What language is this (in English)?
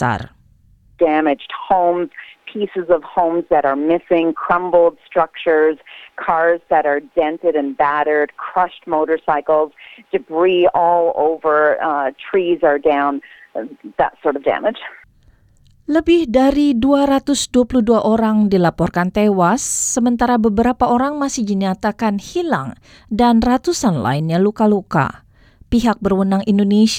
Indonesian